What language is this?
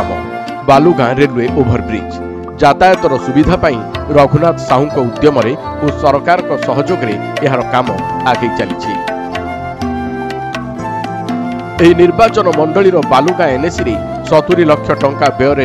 Odia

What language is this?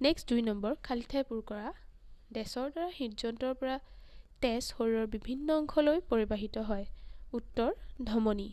Assamese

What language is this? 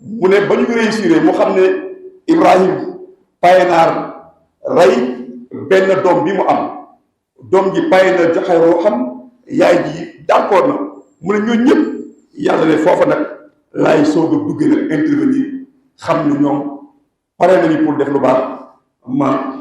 Wolof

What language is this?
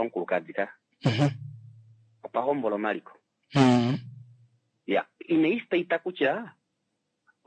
Kuanyama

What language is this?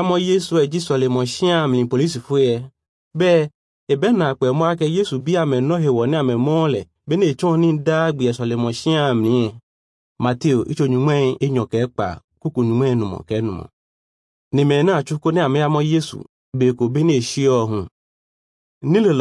Ewe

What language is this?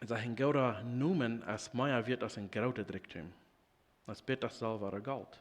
Plautdietsch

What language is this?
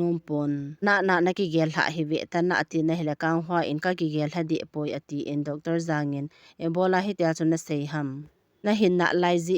Thado Chin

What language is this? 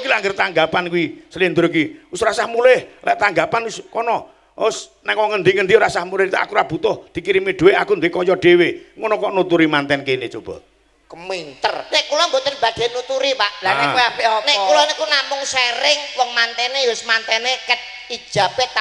Javanese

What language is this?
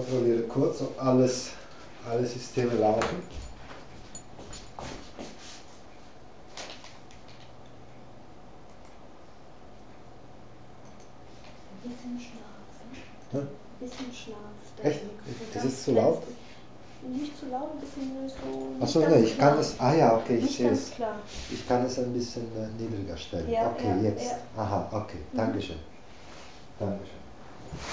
German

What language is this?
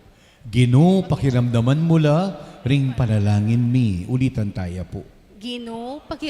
Pampanga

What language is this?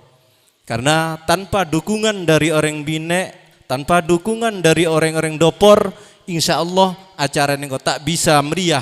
Madurese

